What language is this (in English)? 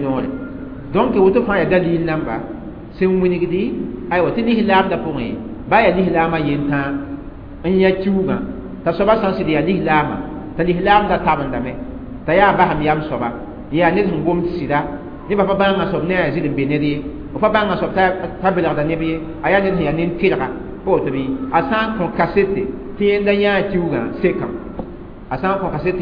Mossi